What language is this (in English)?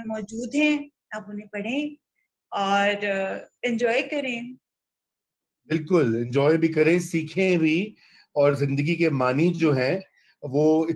Urdu